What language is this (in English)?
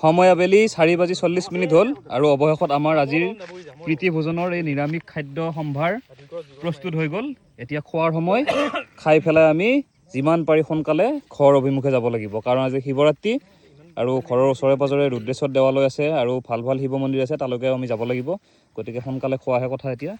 Assamese